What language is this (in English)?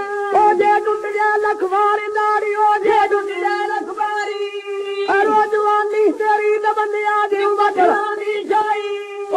Punjabi